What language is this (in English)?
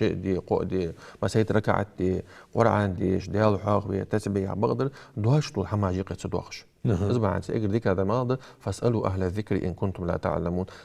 Ingush